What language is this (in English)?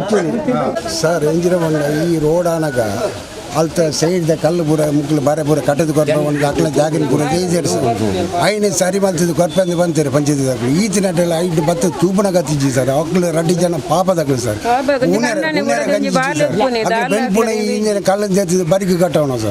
Tulu